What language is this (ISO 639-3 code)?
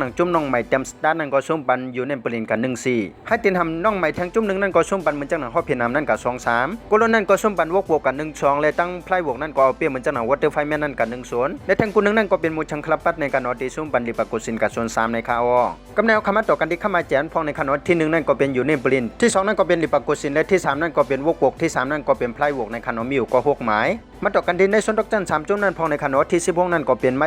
shn